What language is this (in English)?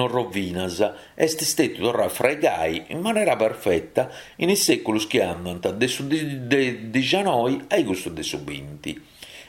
Sardinian